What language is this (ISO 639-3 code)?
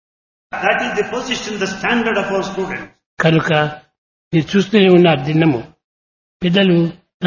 tel